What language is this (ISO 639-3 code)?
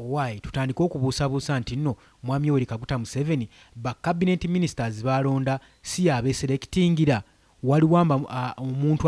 lug